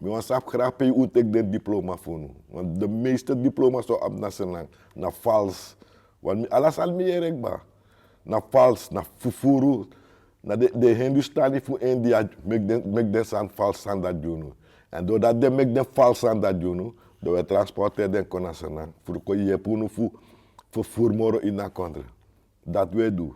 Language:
Sranan Tongo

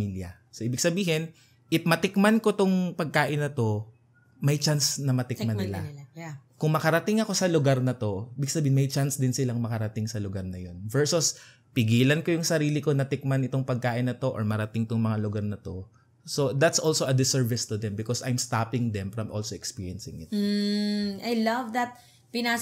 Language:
Filipino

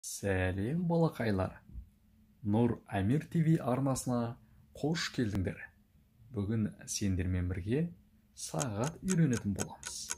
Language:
Kazakh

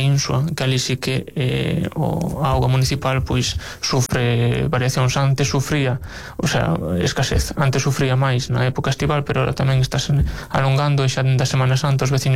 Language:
Galician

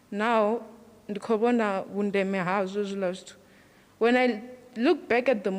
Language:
Venda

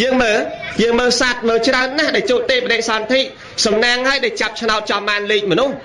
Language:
Khmer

